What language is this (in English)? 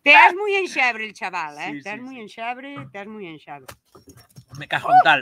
Galician